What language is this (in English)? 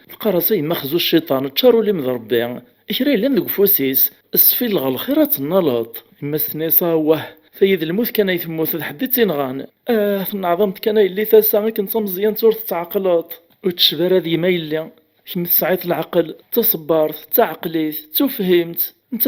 Kabyle